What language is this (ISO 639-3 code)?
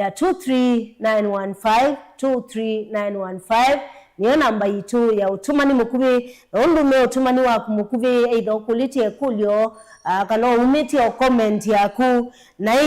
kam